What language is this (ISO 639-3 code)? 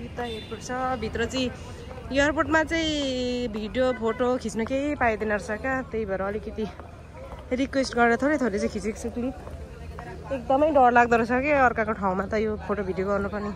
nep